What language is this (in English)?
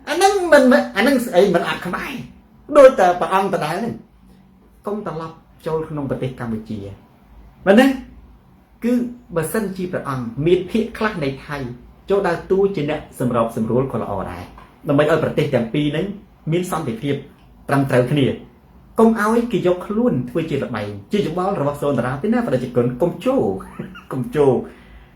Khmer